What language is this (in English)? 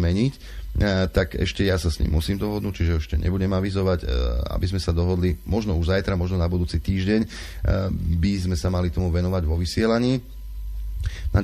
Slovak